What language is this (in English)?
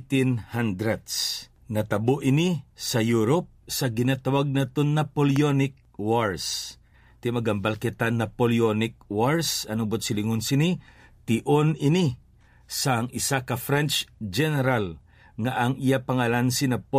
Hiligaynon